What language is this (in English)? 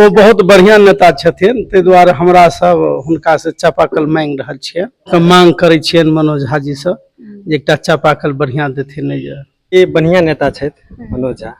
Maithili